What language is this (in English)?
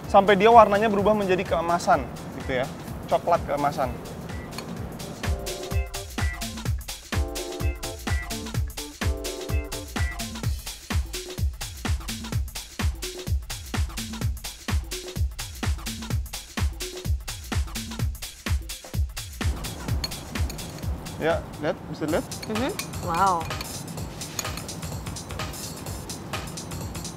Indonesian